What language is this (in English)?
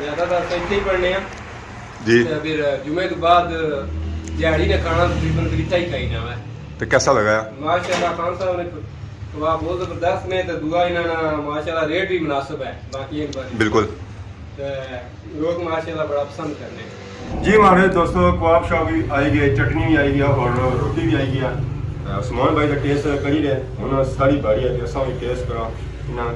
Pahari-Potwari